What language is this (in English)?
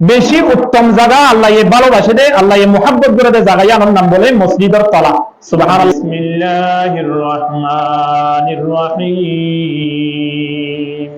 Rohingya